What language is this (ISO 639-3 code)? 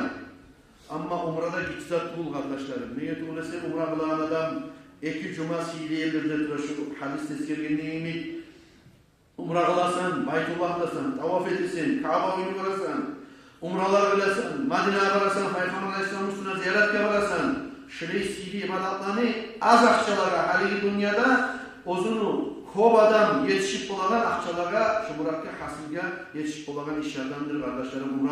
kum